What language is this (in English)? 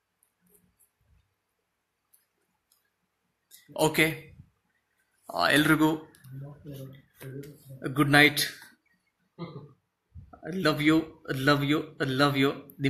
Kannada